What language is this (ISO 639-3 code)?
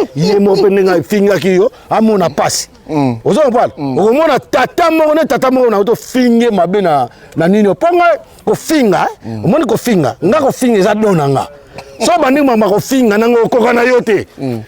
lin